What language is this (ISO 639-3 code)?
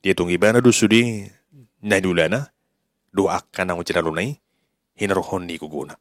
bbc